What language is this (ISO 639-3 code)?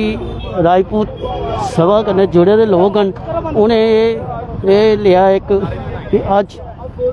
doi